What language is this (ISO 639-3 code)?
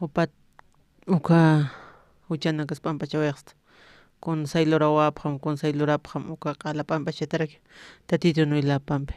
aym